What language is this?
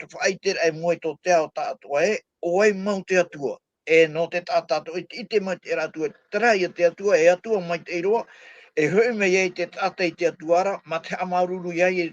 Tahitian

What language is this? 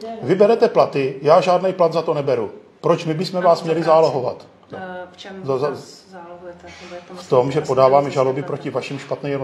Czech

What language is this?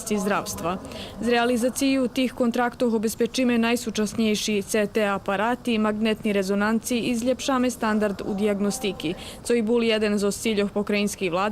Rusyn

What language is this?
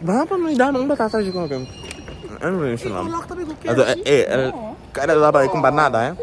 Papiamento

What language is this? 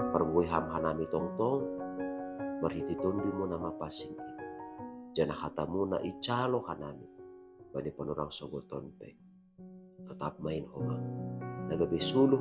Batak Simalungun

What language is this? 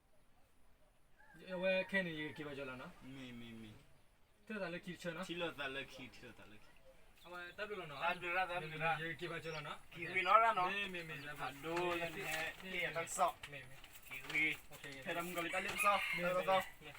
S'gaw Karen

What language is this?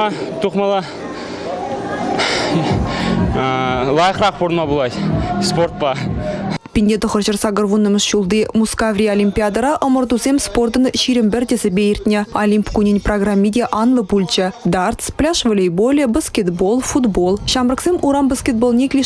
Chuvash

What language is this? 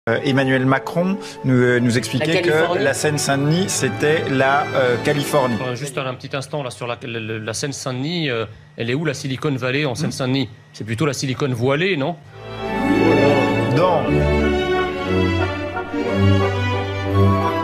French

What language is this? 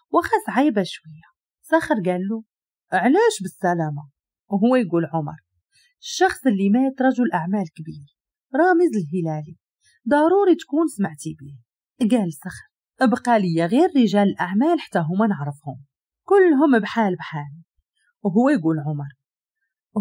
Moroccan Arabic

